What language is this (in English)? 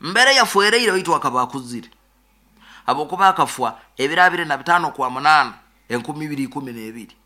Nyoro